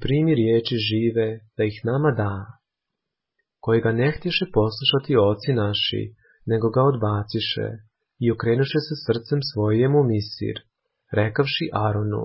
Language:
Croatian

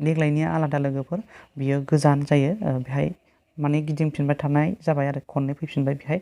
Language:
Bodo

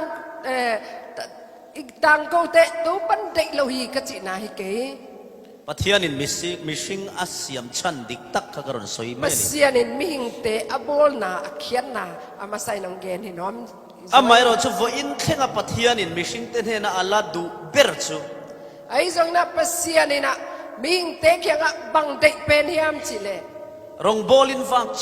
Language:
Falam Chin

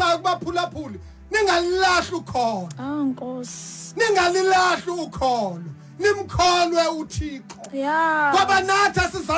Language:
Xhosa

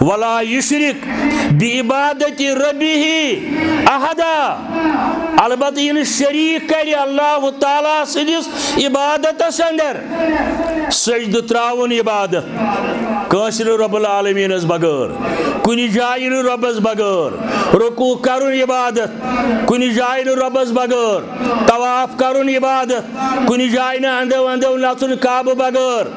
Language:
Kashmiri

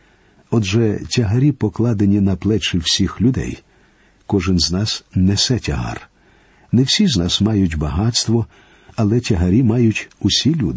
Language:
Ukrainian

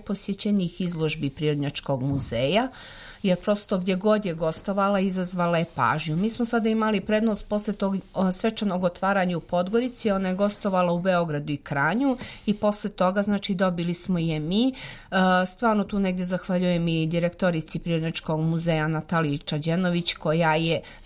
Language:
Serbian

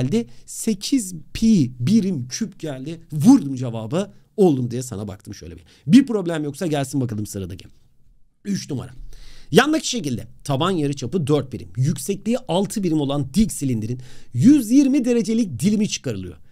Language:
Turkish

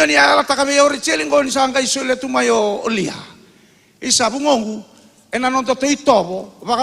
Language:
Fijian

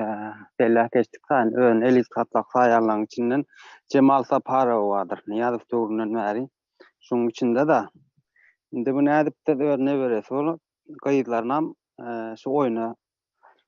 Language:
Turkmen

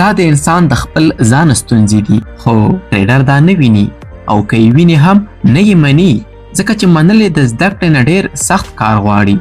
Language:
Pashto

